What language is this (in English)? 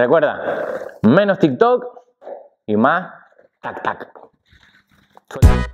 Spanish